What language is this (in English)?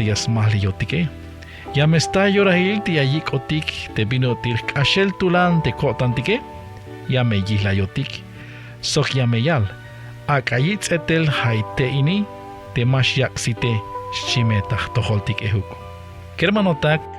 Tzeltal